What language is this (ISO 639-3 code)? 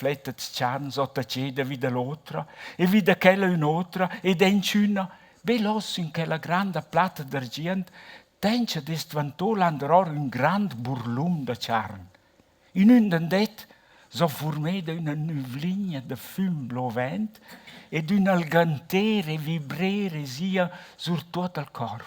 roh